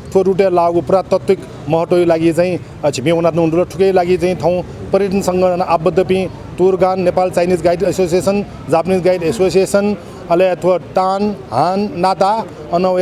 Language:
Newari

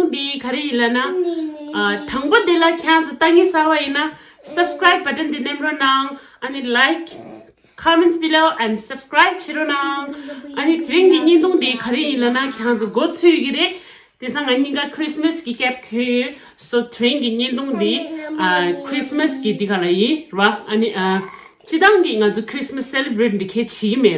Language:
Tibetan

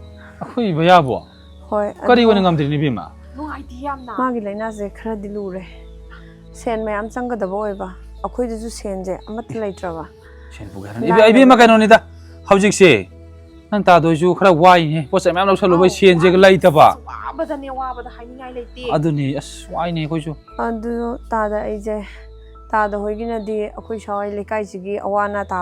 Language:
Manipuri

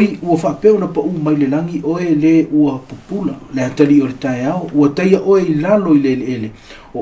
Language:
Samoan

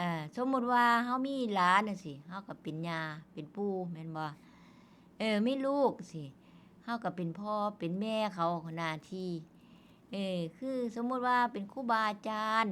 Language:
Northeastern Thai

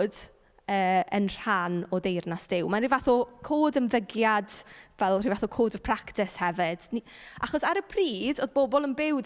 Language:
Welsh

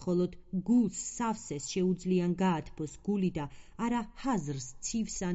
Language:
Georgian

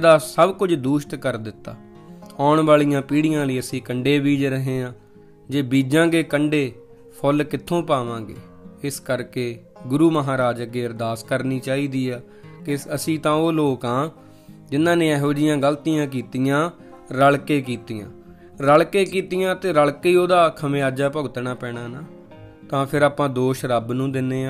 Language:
Punjabi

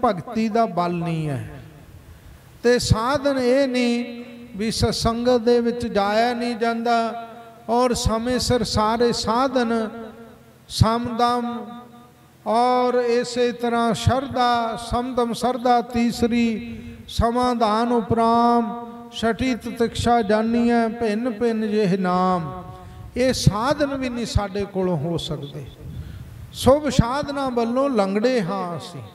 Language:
Punjabi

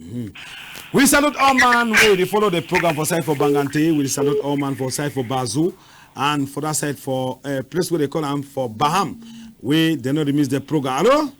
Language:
Cameroon Pidgin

